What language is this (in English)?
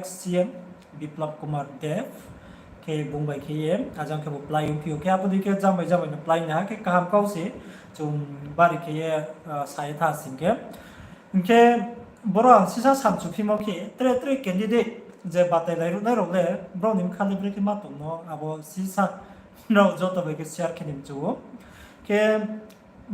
Riang (India)